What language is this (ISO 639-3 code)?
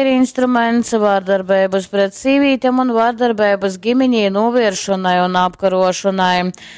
ltg